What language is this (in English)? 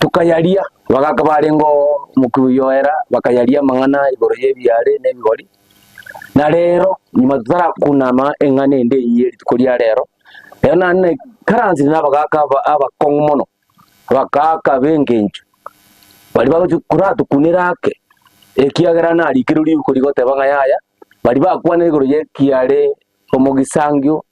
Gusii